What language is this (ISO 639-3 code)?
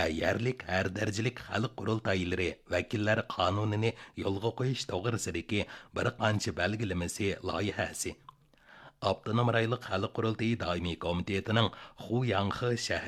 uig